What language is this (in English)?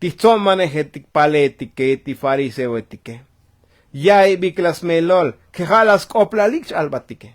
Tzotzil